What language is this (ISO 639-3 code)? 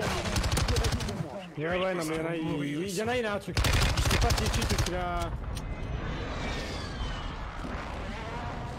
fra